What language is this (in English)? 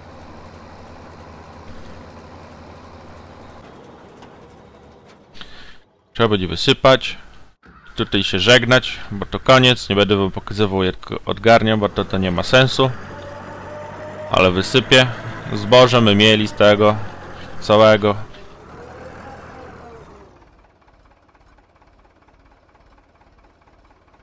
Polish